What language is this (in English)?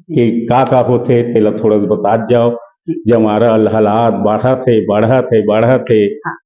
Chhattisgarhi